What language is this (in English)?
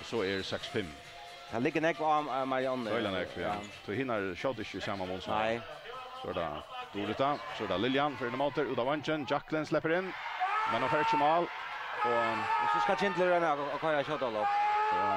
Faroese